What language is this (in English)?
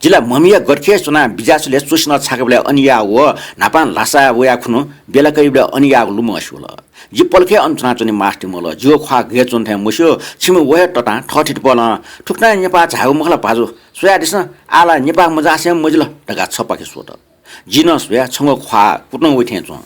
Newari